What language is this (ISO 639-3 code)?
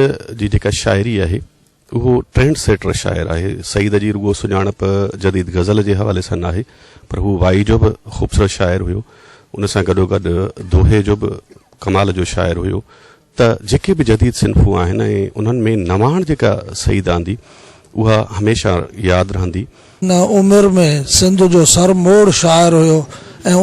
snd